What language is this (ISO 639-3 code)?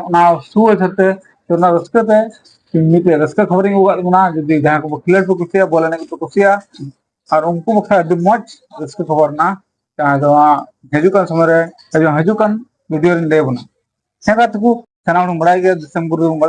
sat